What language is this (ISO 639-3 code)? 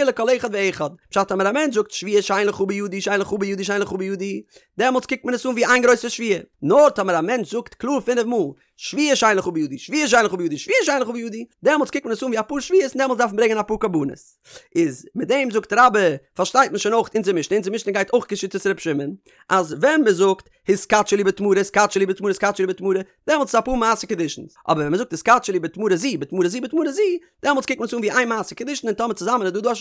yid